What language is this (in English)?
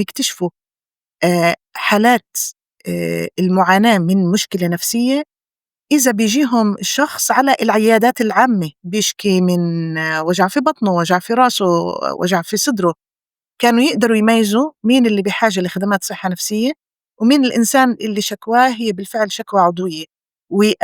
North Levantine Arabic